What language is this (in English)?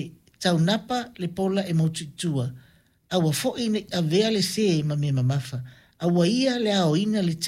Samoan